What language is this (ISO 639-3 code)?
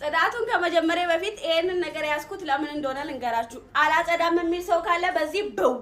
amh